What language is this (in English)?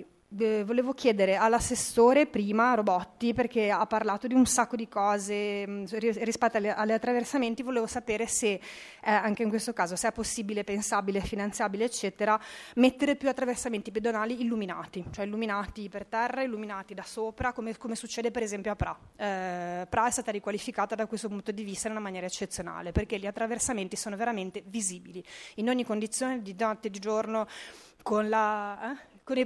Italian